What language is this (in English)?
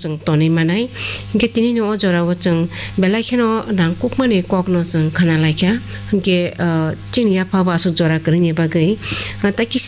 Kok Borok